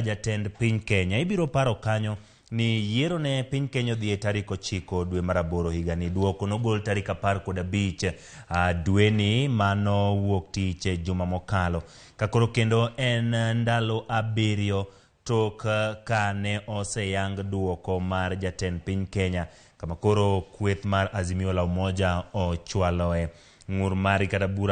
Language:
Luo (Kenya and Tanzania)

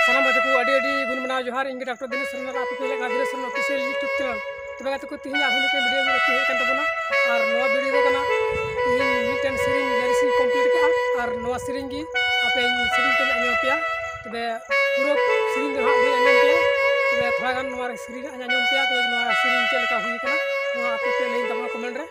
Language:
Santali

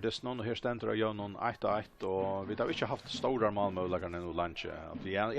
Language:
Faroese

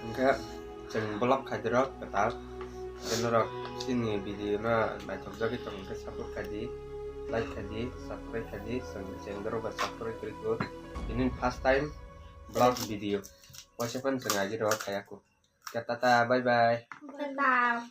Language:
Kok Borok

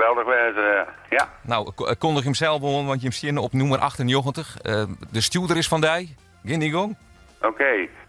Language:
Western Frisian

